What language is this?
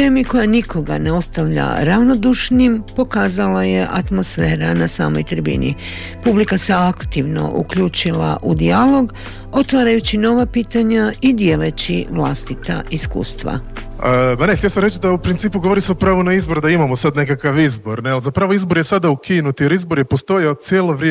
Croatian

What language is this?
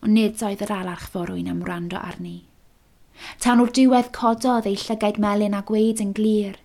Welsh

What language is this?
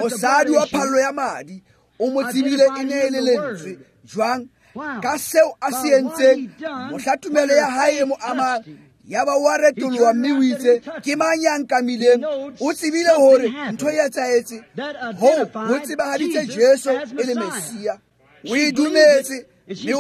Tswana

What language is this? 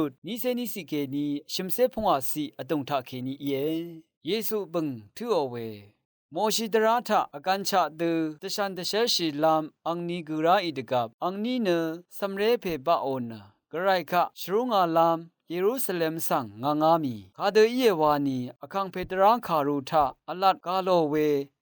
Rawang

